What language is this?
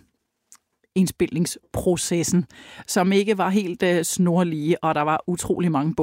Danish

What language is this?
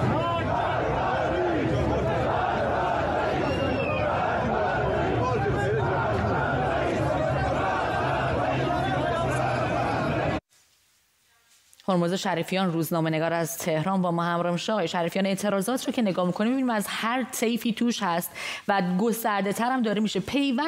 Persian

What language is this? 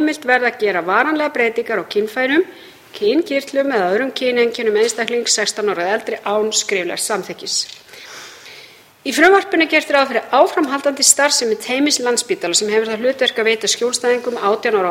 Icelandic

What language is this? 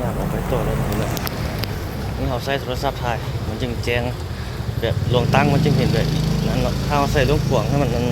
Lao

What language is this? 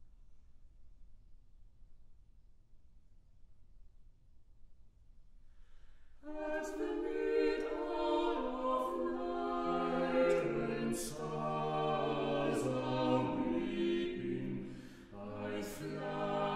English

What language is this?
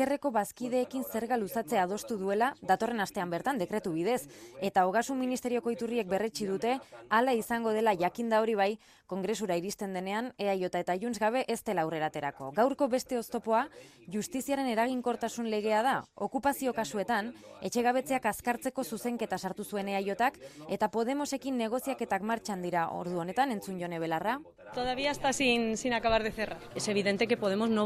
Basque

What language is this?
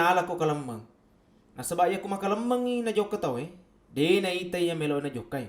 Buginese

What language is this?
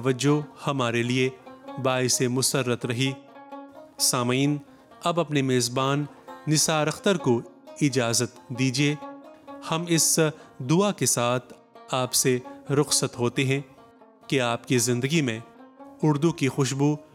Urdu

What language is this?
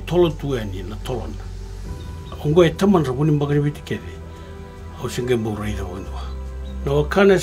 Fijian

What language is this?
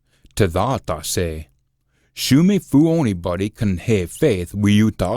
Scots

